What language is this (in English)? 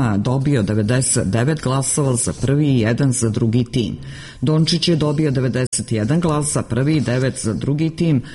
Serbian